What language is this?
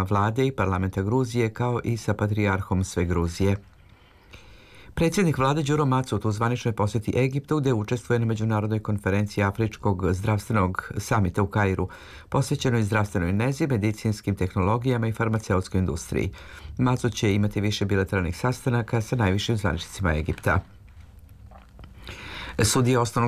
Serbian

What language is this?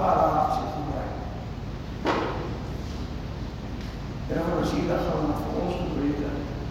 Afrikaans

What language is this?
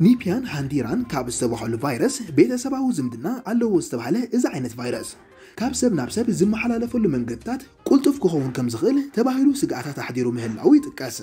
Tigrinya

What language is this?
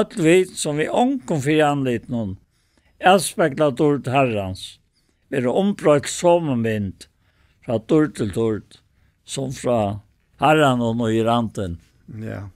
Faroese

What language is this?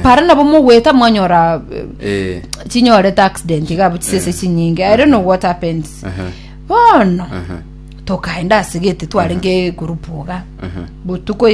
Gusii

